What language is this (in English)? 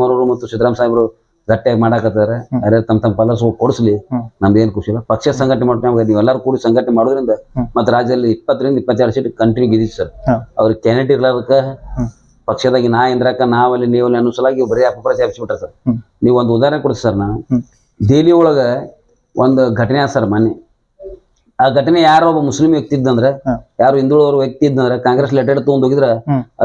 Kannada